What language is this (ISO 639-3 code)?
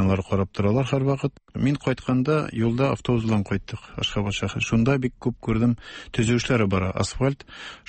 tat